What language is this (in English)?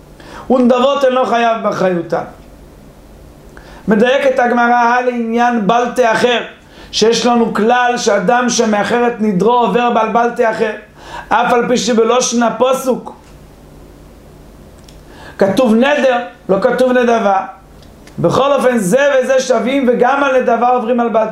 Hebrew